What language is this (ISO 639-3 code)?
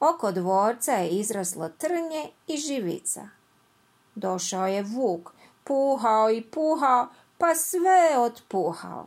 hrv